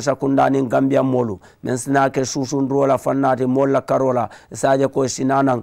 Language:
Mandingo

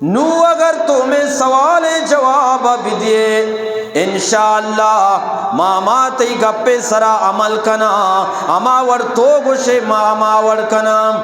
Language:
Eastern Balochi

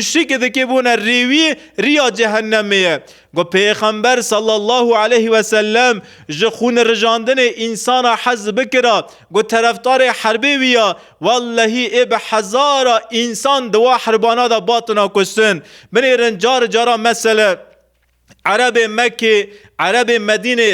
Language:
Kurdish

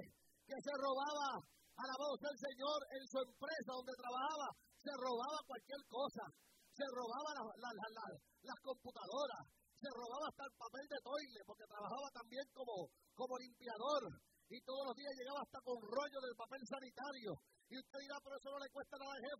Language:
Spanish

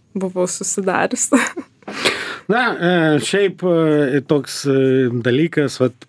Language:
Lithuanian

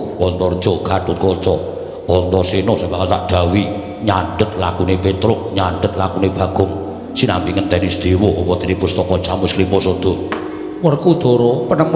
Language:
Javanese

